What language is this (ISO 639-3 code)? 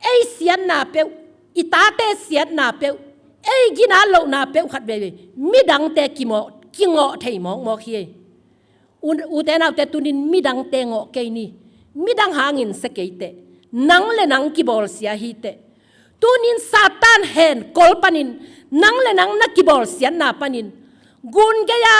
ctd